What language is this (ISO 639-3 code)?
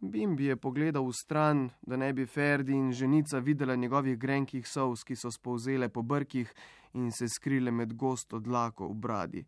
slv